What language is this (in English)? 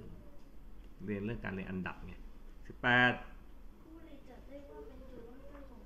Thai